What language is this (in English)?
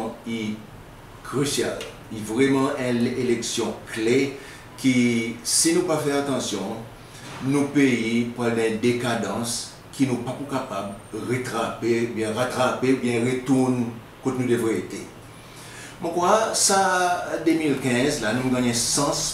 Seselwa Creole French